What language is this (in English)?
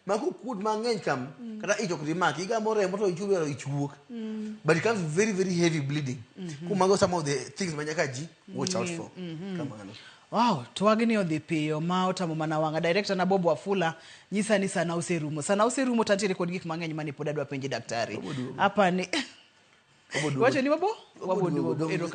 Luo (Kenya and Tanzania)